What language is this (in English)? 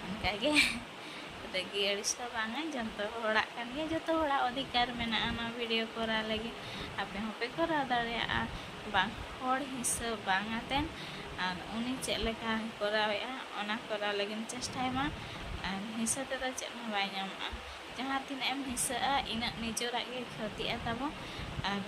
Santali